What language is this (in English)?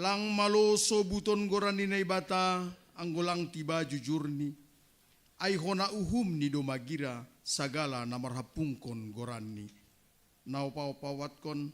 Batak Simalungun